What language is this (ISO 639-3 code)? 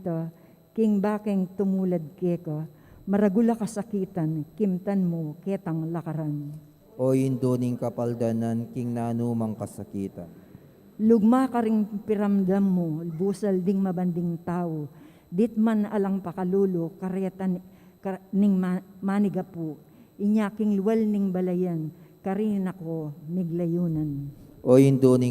pam